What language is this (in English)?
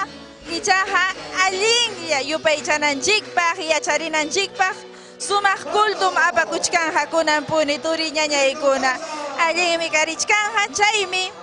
Ayacucho Quechua